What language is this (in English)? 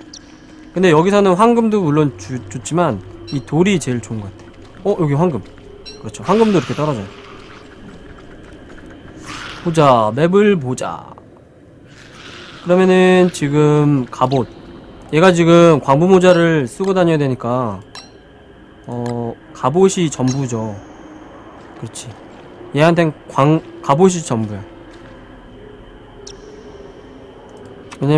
Korean